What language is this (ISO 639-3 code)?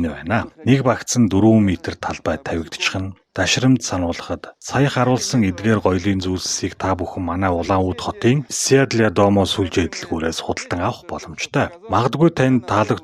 mon